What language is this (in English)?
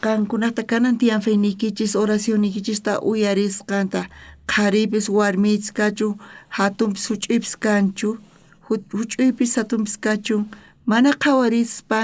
South Bolivian Quechua